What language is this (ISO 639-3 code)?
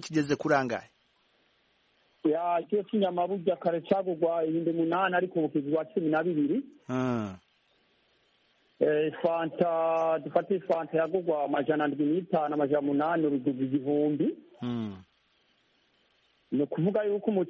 kin